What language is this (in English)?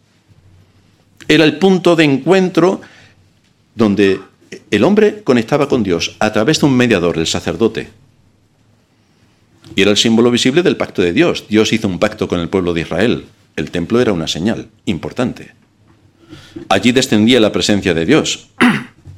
Spanish